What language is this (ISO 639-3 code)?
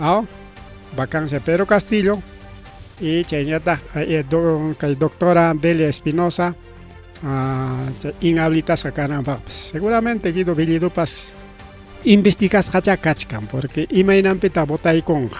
quy